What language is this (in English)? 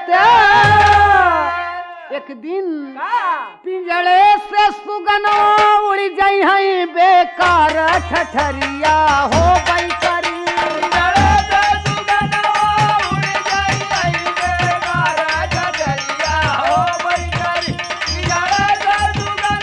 Bhojpuri